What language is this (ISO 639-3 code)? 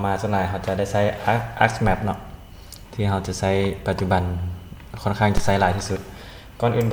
lao